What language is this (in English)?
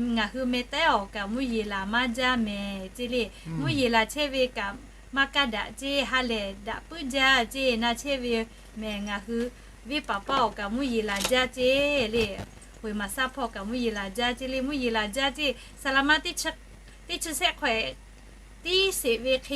Lahu